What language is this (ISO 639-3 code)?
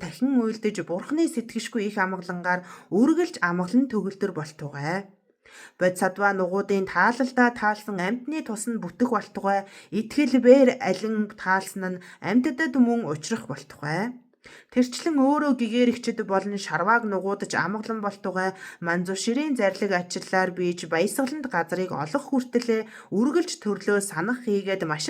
mon